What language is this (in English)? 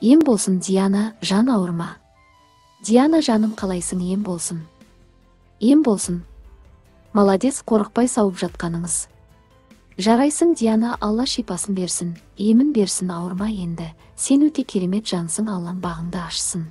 Kazakh